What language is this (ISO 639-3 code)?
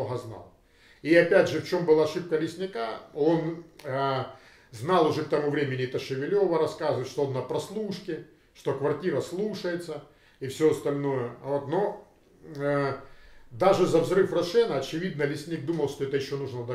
rus